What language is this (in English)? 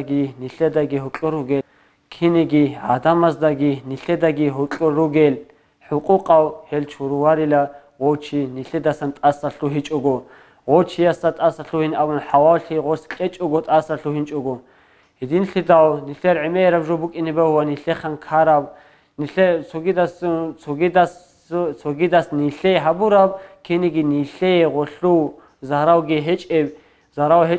Avaric